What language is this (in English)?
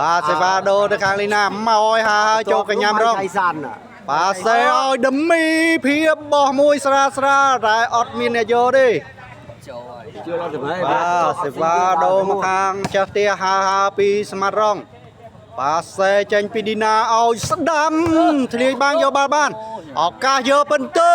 Khmer